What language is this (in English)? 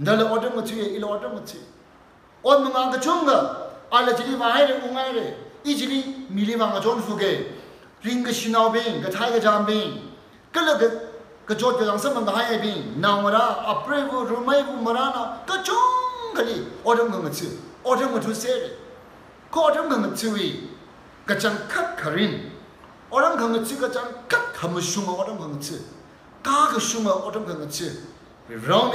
Tangkhul Naga (India)